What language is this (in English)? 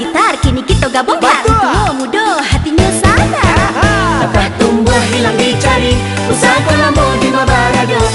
Minangkabau